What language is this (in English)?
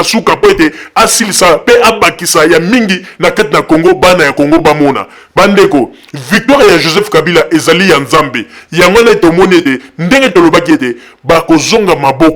Lingala